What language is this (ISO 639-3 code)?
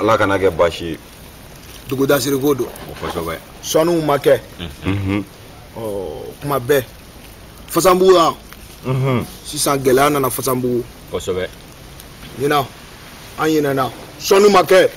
bam